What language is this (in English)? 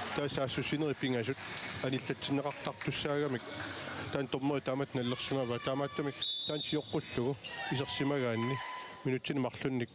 Kalaallisut